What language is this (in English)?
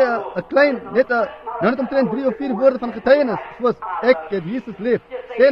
Afrikaans